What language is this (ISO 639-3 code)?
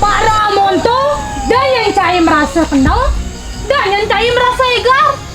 ban